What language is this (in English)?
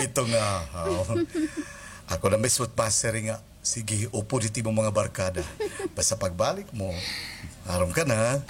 Waray